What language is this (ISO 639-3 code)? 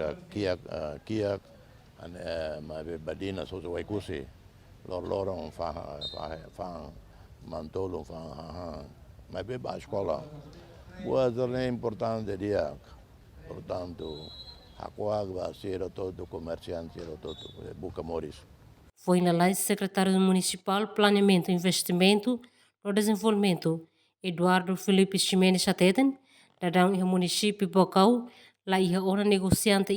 tet